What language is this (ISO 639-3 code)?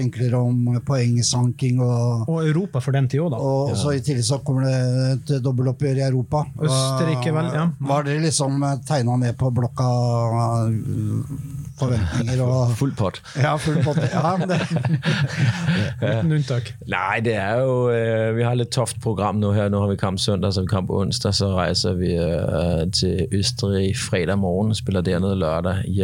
nor